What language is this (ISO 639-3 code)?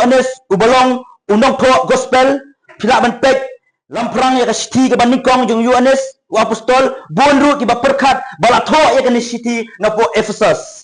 kha